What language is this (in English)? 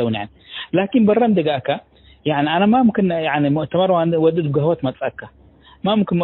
Tigre